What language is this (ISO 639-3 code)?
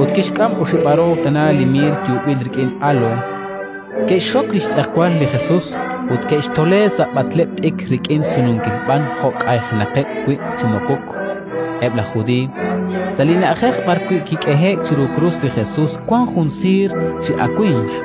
kek